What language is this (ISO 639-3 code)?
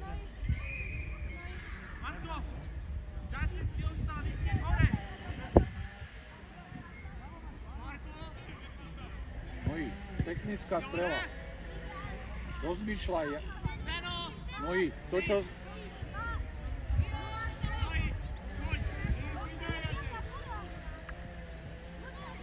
slk